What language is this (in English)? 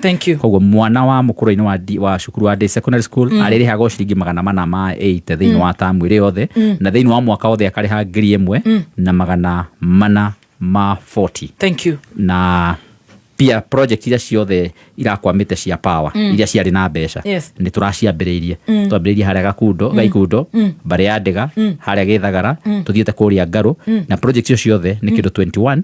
Kikuyu